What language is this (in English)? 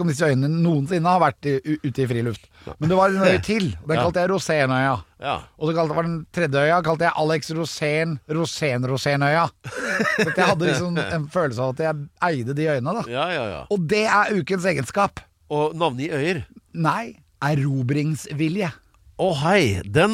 Norwegian